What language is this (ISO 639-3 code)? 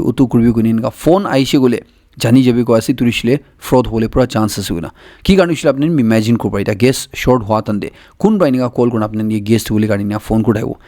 nag